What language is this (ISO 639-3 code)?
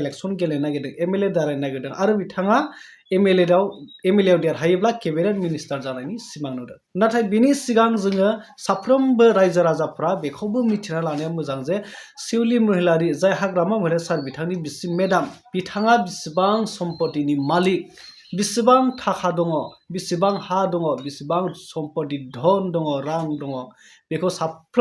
brx